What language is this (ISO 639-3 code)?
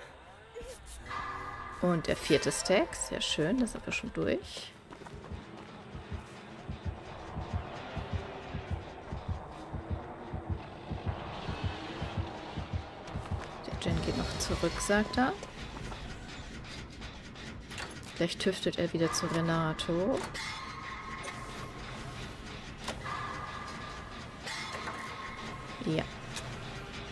deu